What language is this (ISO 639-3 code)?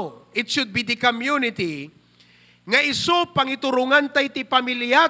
ilo